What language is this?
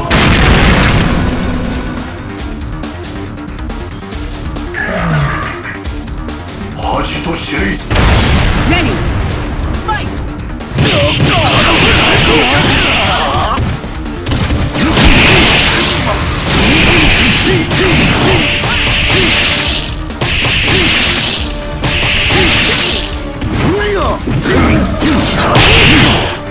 Japanese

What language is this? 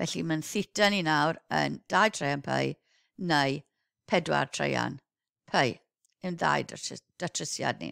Welsh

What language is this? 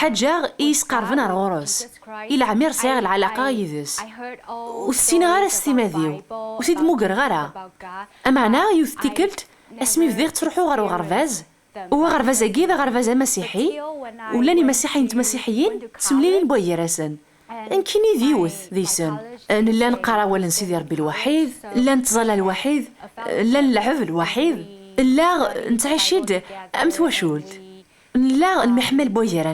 Kabyle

